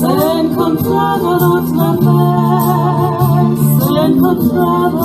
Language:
Ladino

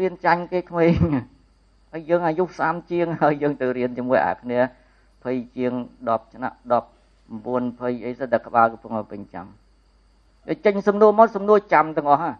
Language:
Khmer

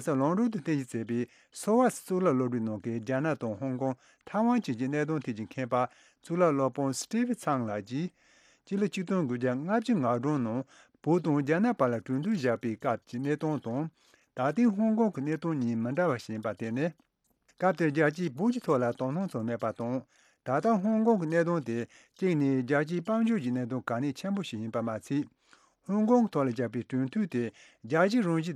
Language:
Tibetan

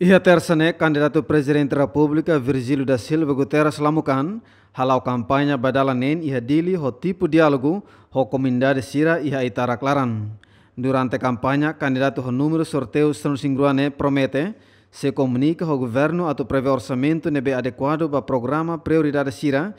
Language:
Tetum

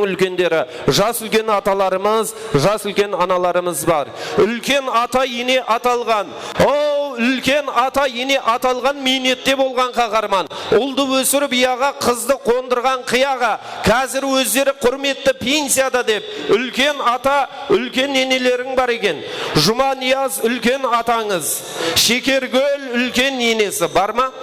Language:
Kara-Kalpak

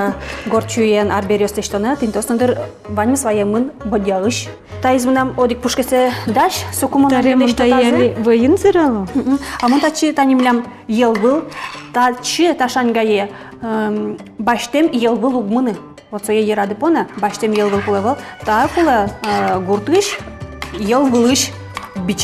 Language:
Udmurt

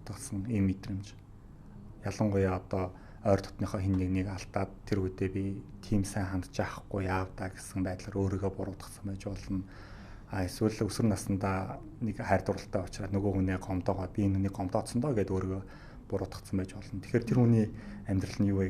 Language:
Mongolian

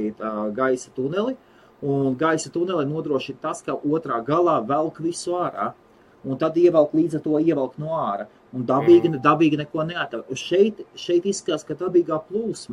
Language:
Latvian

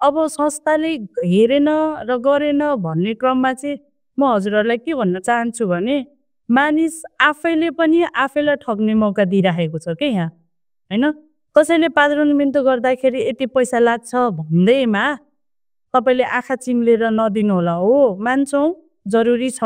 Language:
Nepali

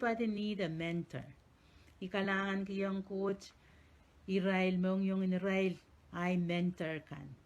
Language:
Pohnpeian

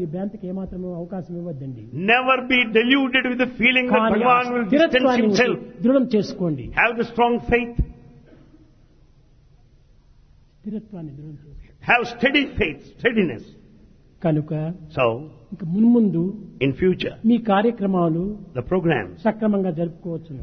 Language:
Telugu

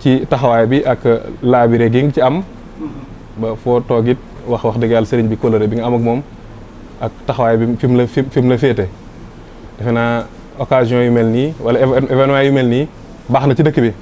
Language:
Wolof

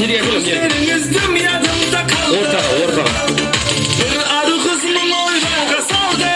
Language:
Kara-Kalpak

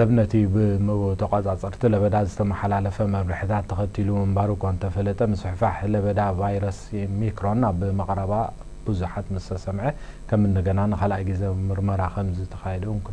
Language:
Tigrinya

